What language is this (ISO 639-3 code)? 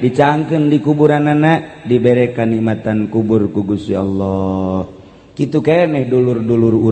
sun